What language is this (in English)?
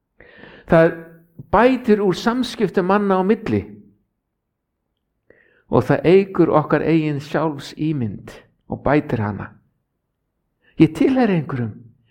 Icelandic